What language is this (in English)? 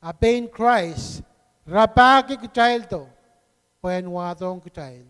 Pohnpeian